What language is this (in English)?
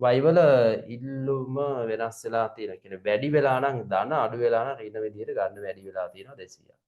Sinhala